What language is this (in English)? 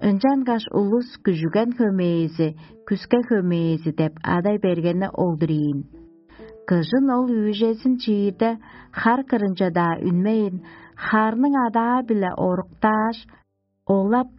Tuvinian